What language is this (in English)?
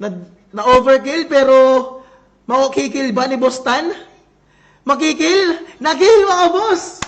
Waray